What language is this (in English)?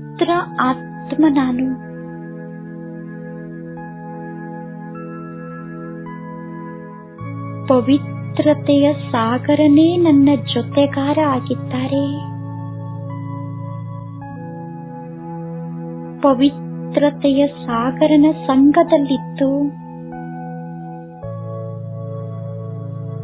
Kannada